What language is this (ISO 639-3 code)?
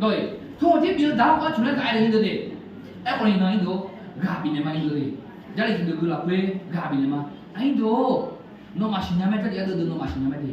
ahk